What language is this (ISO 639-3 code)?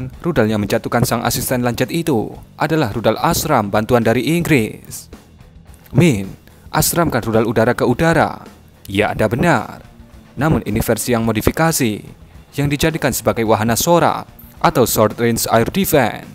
ind